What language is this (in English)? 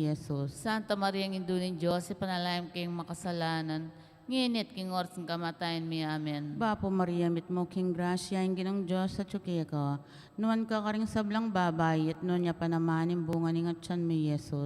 Pampanga